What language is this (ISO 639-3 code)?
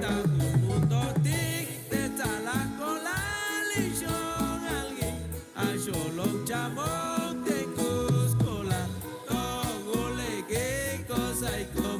cac